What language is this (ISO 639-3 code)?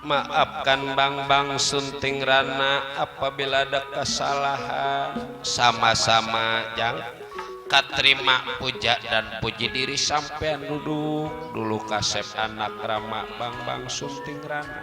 bew